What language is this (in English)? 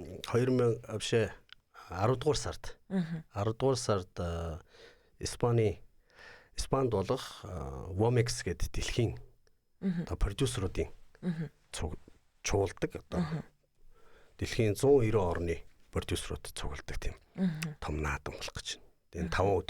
Mongolian